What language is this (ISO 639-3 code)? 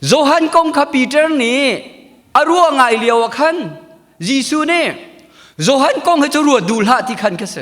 cnh